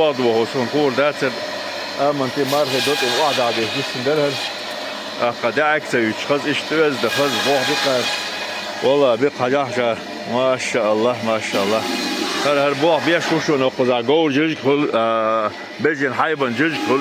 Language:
Chechen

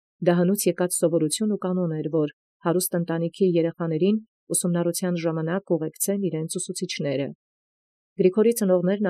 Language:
Armenian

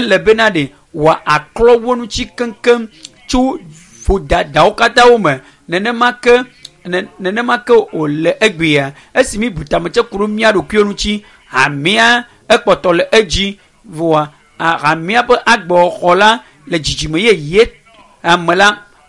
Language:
Ewe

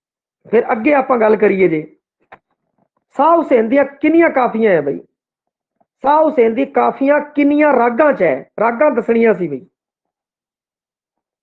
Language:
Punjabi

